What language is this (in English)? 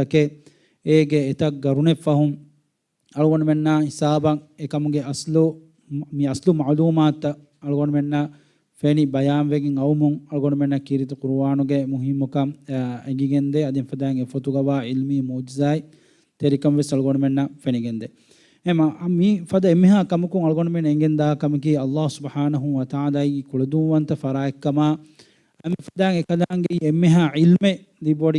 Divehi